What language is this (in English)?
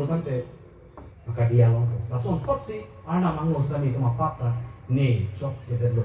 Karbi